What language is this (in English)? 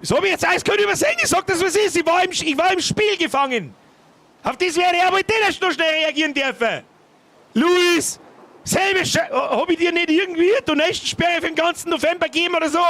Bavarian